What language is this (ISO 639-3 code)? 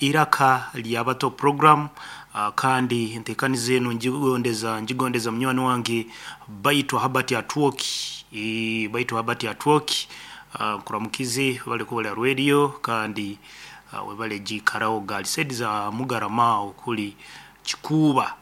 nyn